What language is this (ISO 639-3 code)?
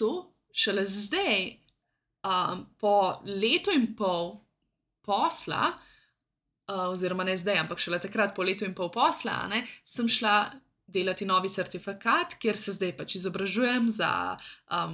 slv